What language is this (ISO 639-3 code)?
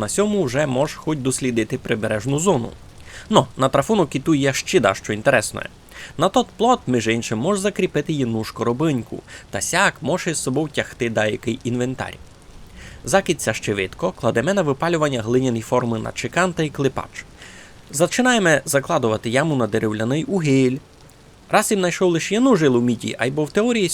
rue